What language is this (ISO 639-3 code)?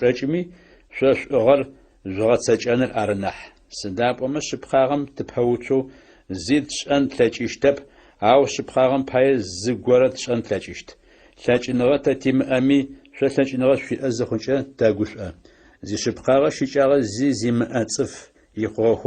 ady